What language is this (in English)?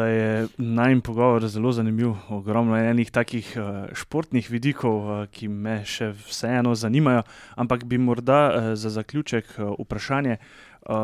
Slovenian